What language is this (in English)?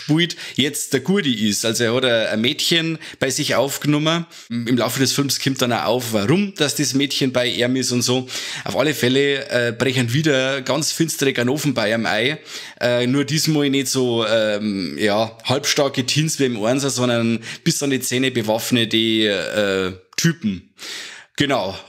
Bavarian